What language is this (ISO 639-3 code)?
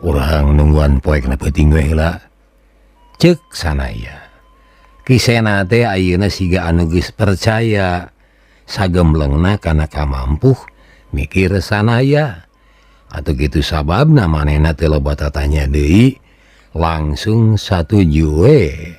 sun